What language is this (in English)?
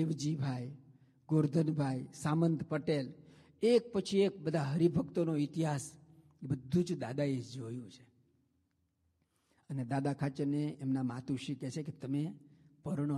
Gujarati